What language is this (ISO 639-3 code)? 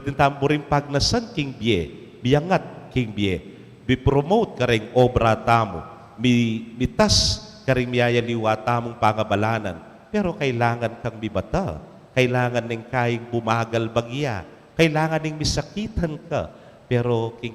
pam